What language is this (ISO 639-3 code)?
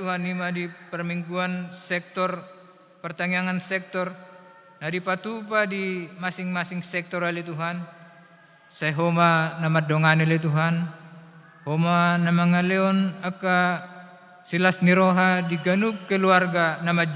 bbc